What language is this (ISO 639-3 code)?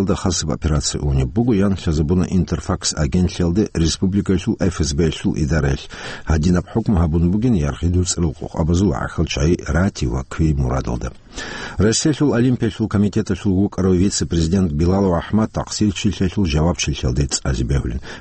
ava